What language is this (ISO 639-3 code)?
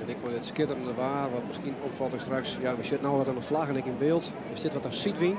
fry